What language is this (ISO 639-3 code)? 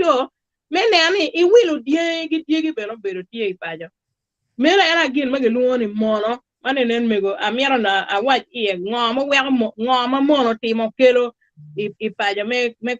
ach